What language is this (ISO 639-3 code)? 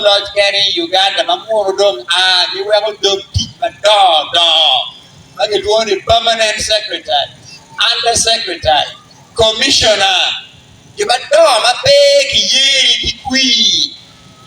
ach